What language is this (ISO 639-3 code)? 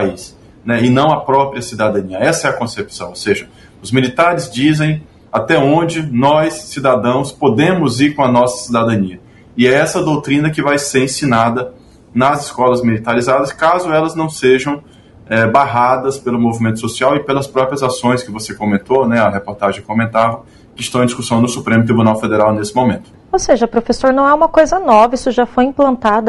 por